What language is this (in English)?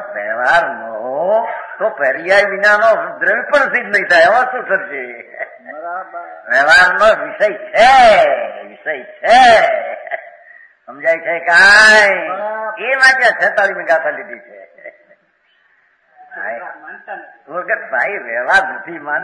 Gujarati